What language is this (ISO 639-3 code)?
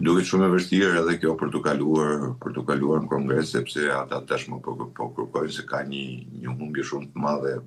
sqi